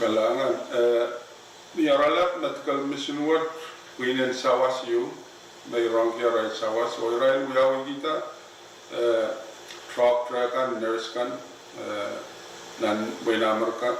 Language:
Pohnpeian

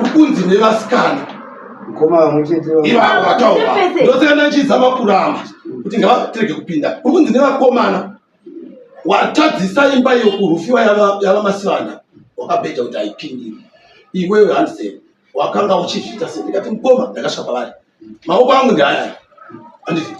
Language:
Shona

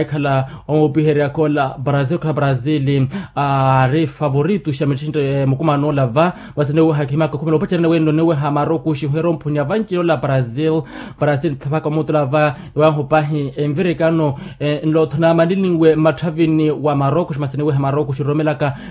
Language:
Makhuwa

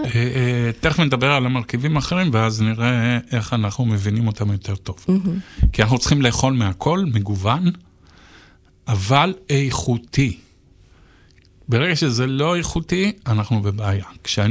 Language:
Hebrew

